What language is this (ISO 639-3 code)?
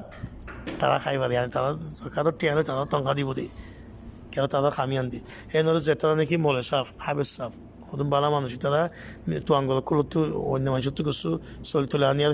rhg